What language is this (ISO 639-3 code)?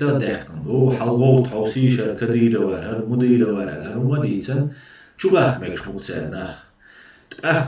che